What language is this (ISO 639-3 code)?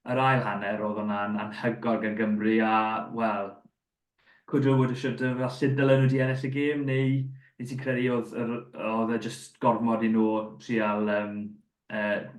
cym